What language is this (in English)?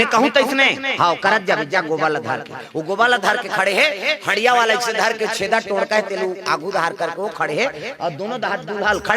Chhattisgarhi